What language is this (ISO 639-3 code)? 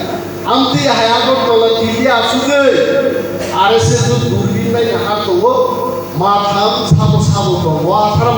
trp